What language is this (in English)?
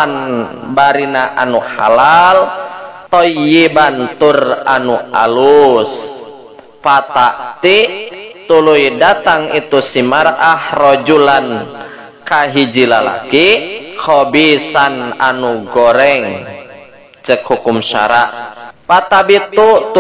Sundanese